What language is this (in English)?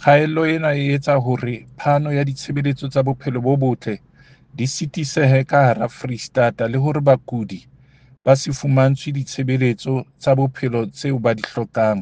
Southern Sotho